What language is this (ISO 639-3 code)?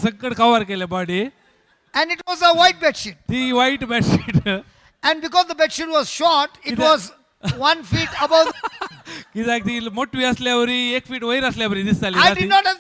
kok